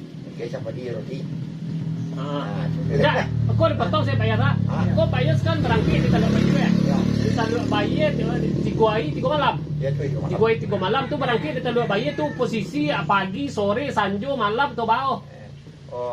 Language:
Minangkabau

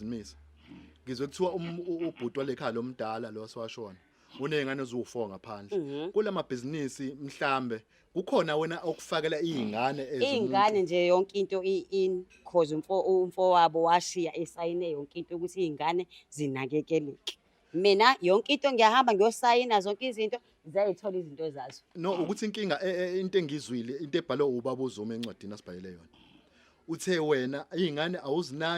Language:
Zulu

